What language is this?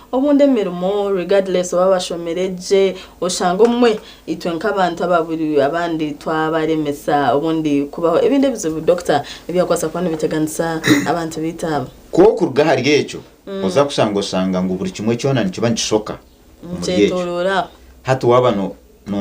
Nyankole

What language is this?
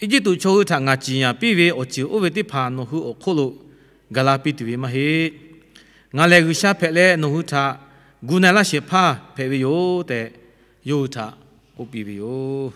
Lahu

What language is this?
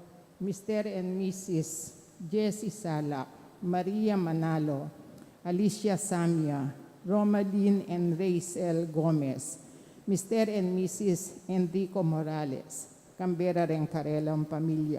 Pampanga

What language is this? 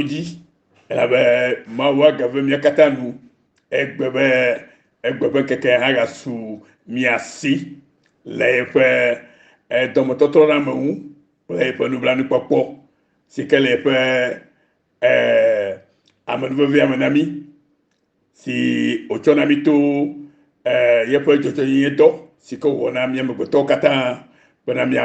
Ewe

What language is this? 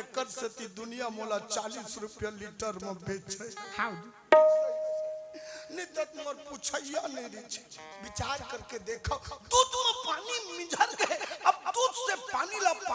Chhattisgarhi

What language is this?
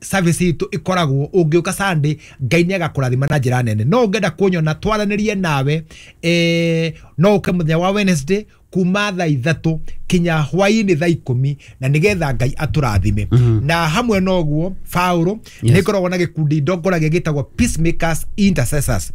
Kikuyu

